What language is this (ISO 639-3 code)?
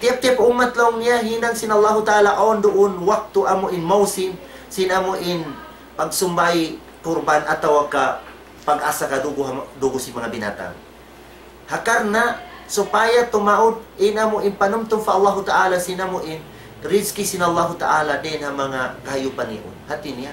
tsg